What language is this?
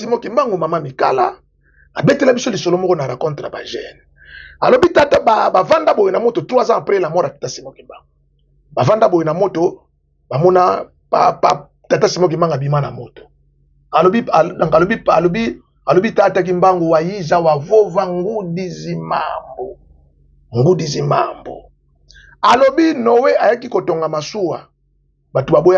Lingala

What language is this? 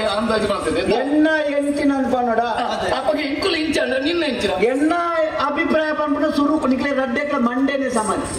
Tulu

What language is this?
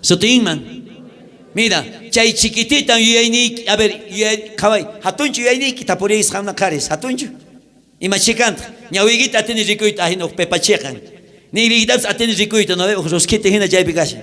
South Bolivian Quechua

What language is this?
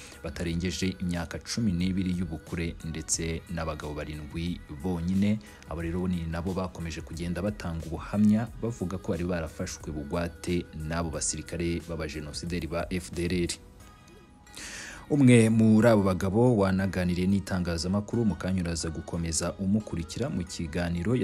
Kinyarwanda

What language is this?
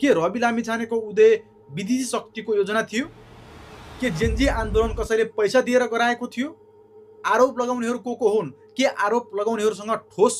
Nepali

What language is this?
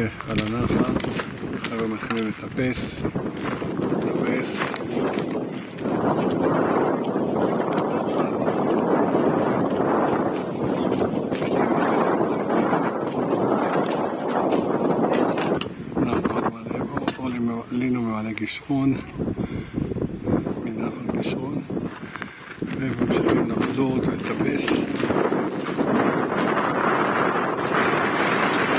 Hebrew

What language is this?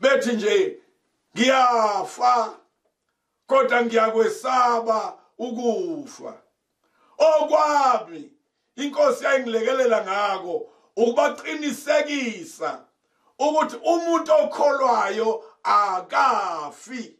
Zulu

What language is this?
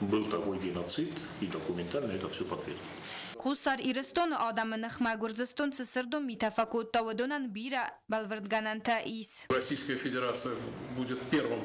Ossetic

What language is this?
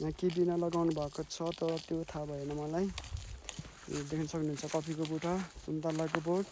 Nepali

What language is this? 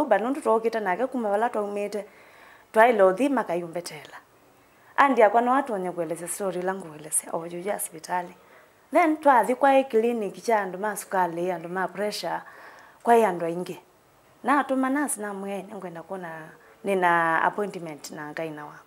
Kamba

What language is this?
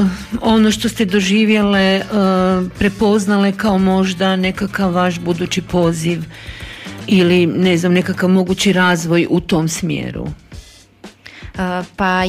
Croatian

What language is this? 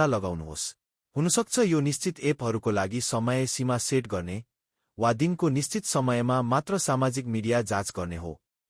Nepali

